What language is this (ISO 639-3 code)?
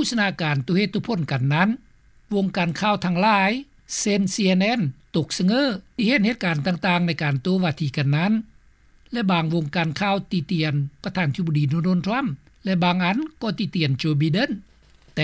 lao